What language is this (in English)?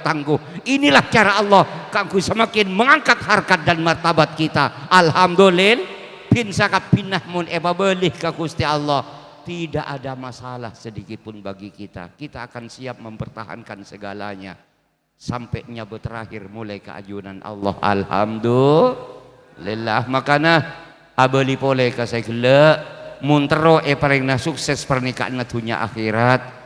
Madurese